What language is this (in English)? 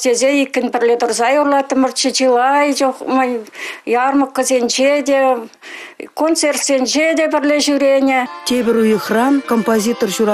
Chuvash